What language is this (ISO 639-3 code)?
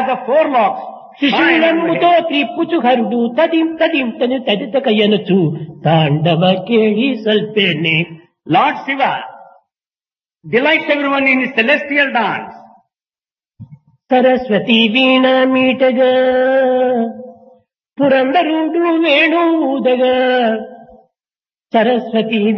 tel